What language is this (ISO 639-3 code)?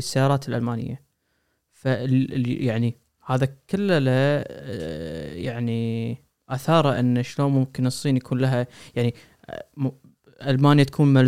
afb